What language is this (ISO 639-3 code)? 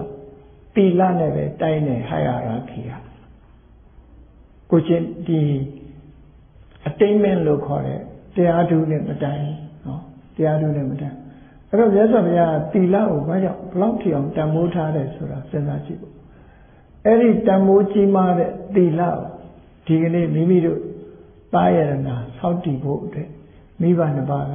mya